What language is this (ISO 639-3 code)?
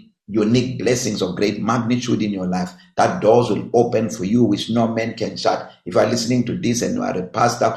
eng